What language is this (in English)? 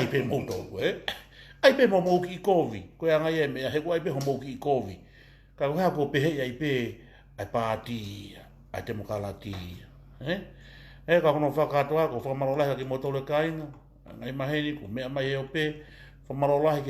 Tongan